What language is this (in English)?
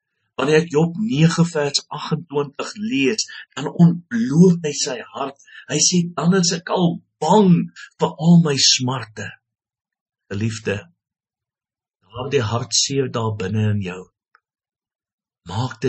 Afrikaans